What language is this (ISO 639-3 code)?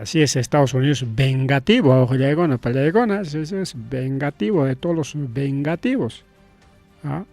quy